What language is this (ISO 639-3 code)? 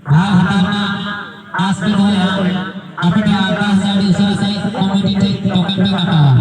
sat